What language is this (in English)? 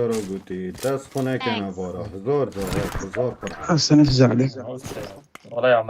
Kurdish